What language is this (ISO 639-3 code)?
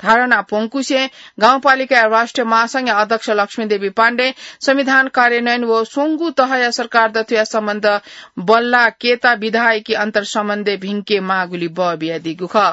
new